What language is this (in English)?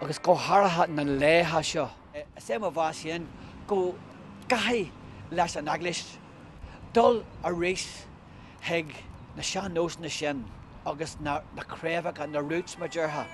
Irish